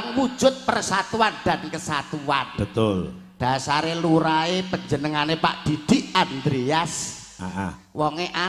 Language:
Javanese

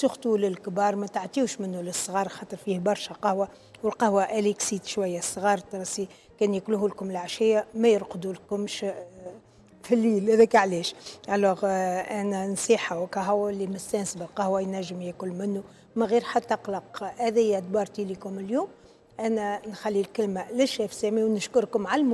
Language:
Tunisian Arabic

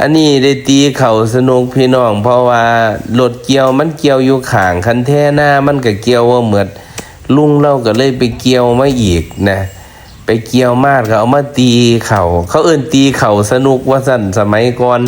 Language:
Northeastern Thai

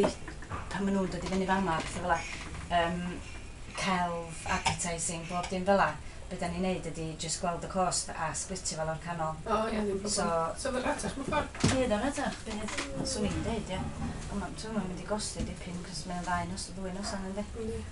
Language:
Welsh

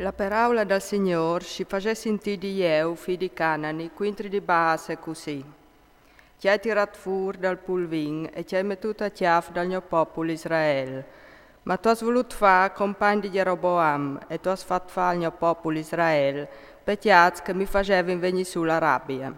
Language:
Friulian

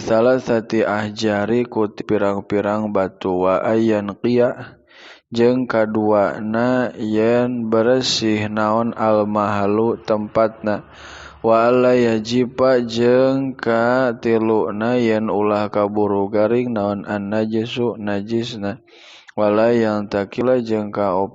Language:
Sundanese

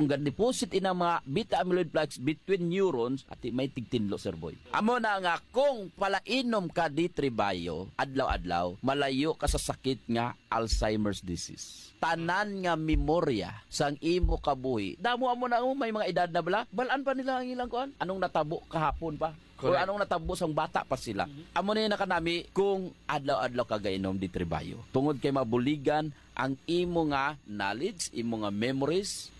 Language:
Hiligaynon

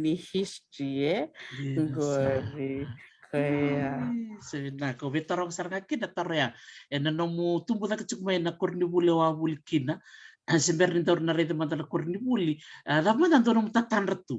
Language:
Fijian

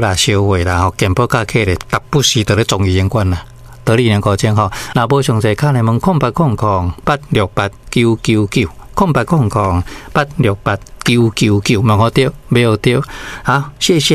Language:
Min Nan Chinese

